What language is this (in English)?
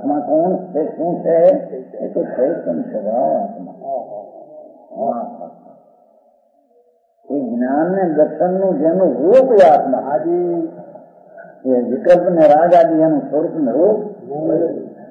Gujarati